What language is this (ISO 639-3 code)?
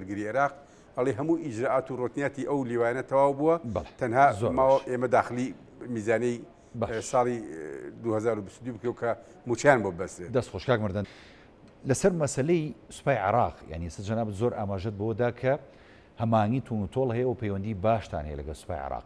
ckb